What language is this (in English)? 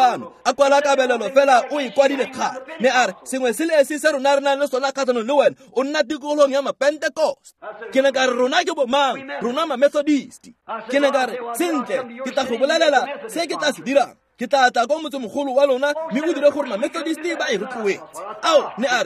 Tswana